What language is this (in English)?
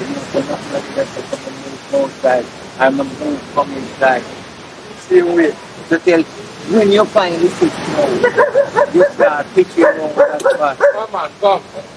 Jamaican Creole English